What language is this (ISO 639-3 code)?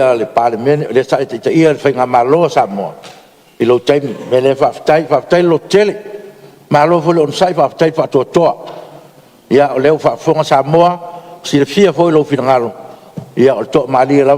smo